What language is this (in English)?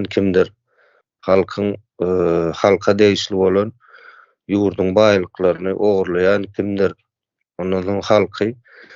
Turkmen